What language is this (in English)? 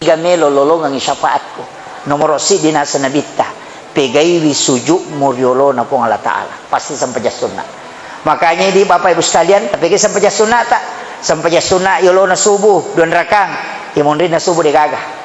Buginese